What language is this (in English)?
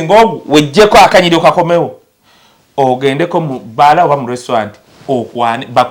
Ganda